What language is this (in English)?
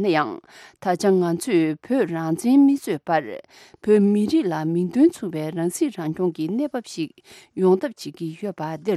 Tibetan